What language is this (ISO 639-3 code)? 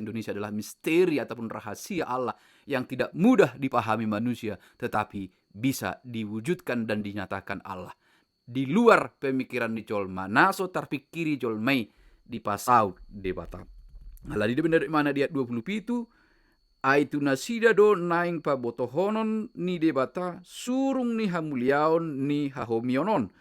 bbc